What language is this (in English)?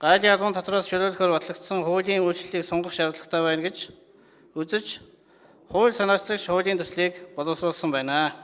Mongolian